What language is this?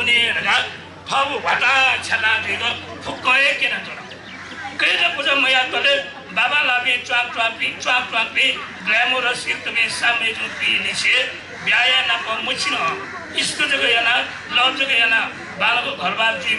Newari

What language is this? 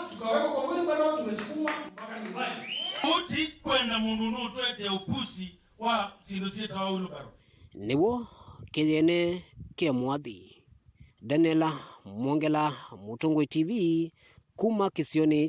Kamba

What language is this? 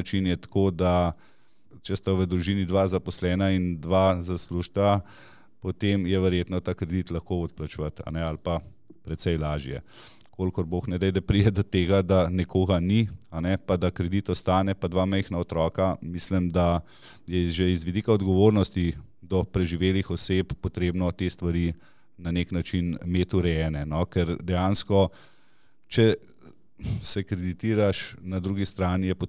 Slovenian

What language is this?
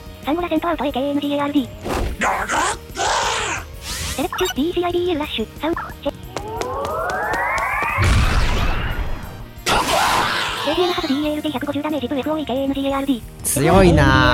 Japanese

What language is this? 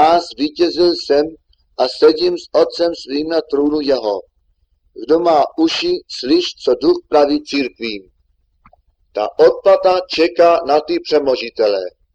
Czech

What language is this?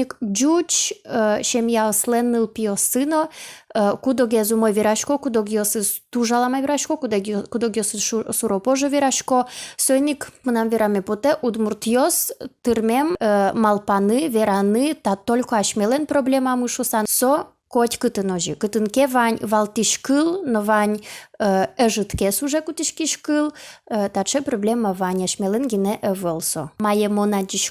Udmurt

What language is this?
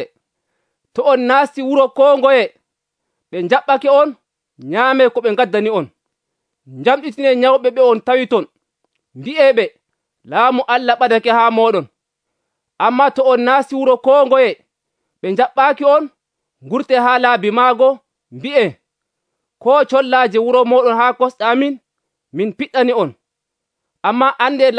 Nigerian Fulfulde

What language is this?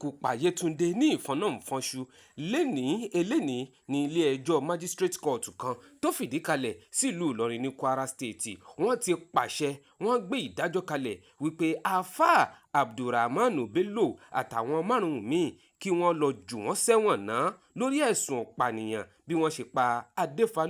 Yoruba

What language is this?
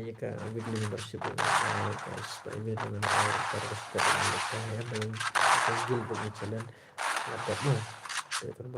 Khasi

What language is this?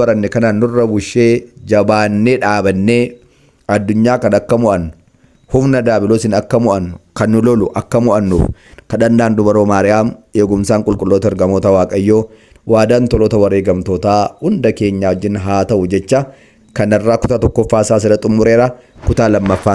Oromo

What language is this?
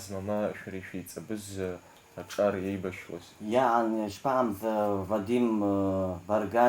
Abkhazian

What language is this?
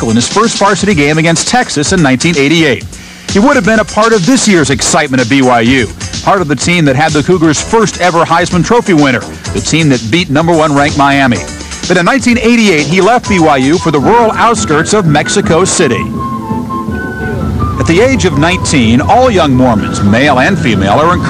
English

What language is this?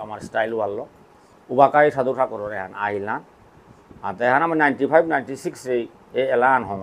Bishnupriya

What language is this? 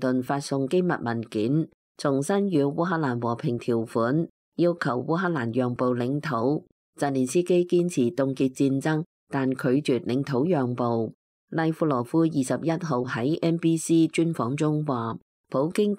Cantonese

